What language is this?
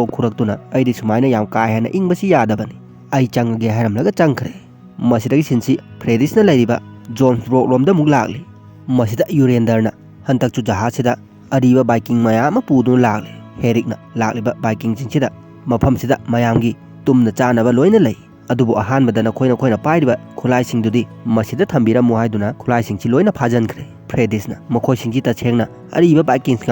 Manipuri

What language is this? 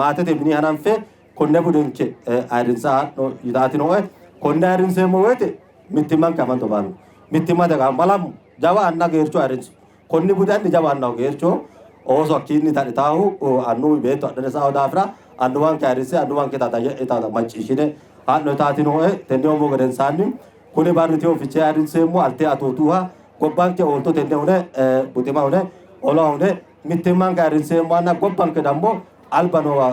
Sidamo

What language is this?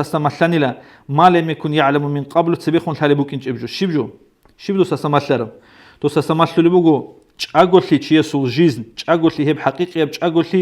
Avaric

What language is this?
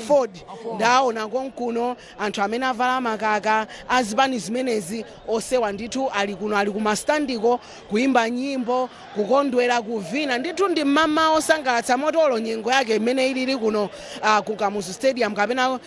Nyanja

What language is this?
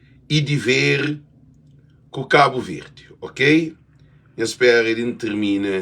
Kabuverdianu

